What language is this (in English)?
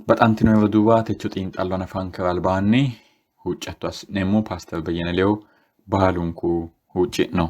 Sidamo